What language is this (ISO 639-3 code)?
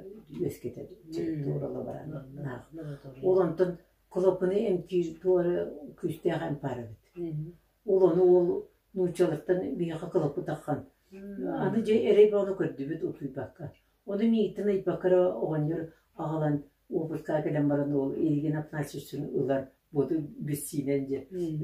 sah